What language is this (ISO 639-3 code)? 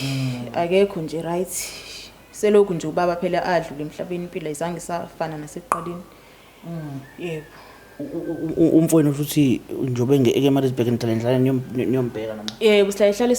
zul